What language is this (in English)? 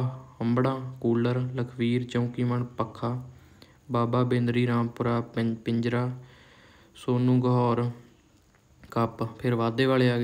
Punjabi